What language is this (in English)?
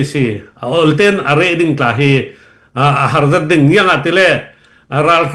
Falam Chin